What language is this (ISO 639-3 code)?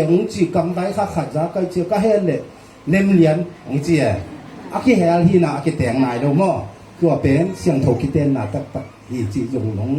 ctd